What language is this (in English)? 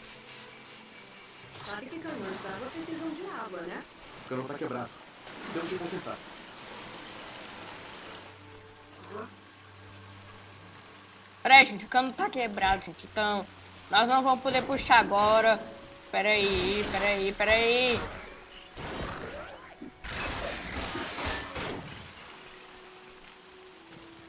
Portuguese